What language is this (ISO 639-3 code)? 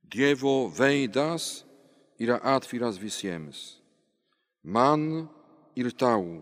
lit